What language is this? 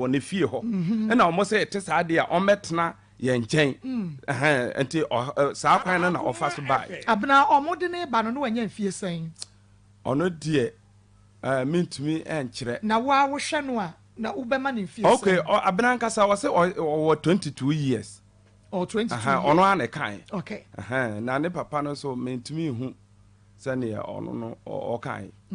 Akan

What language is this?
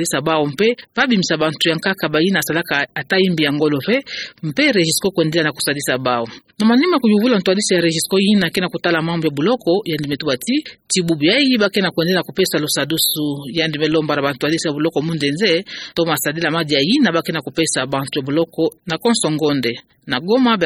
Kituba (Democratic Republic of Congo)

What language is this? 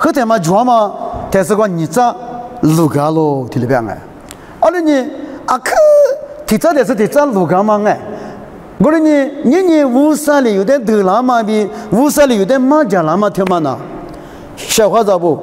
Lisu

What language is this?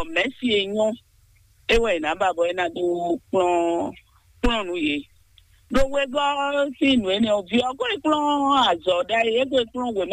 Fon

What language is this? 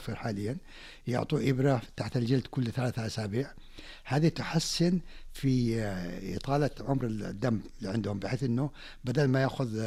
Najdi Arabic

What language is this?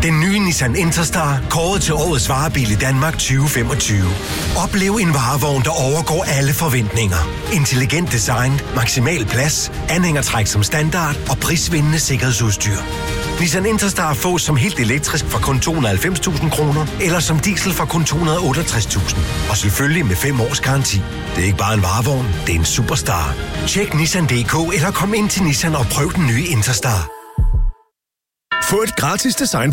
Danish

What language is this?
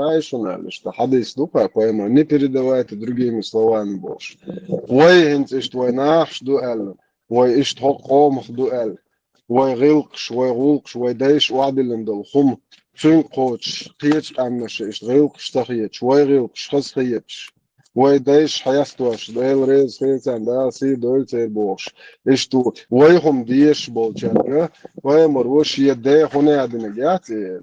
Chechen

